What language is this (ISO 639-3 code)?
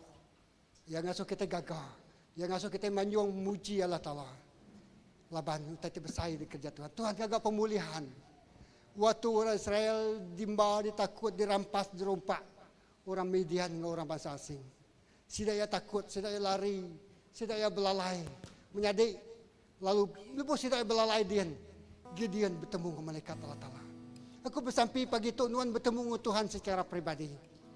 iba